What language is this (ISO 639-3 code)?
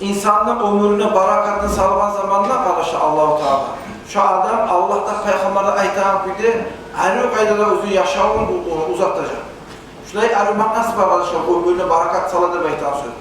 kum